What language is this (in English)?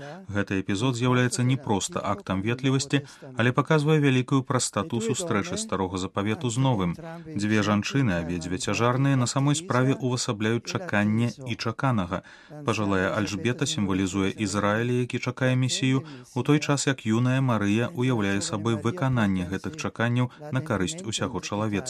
Belarusian